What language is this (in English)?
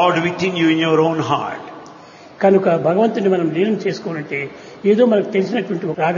Telugu